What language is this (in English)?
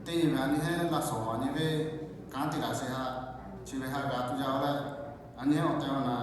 Lahu